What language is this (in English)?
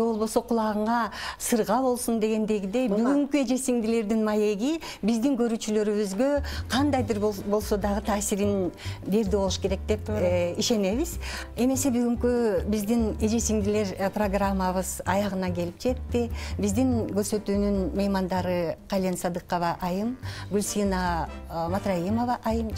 Kyrgyz